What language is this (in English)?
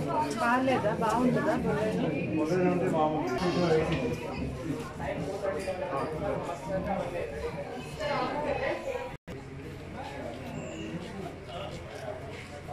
Telugu